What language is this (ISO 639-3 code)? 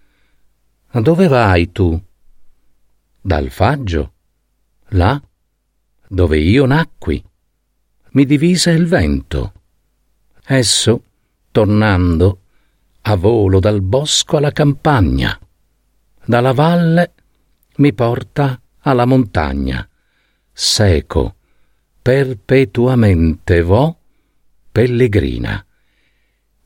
ita